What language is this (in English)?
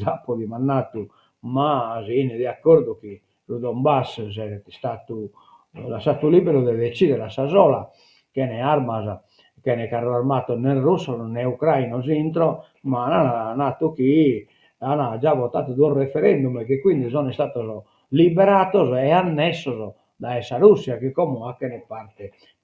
Sardinian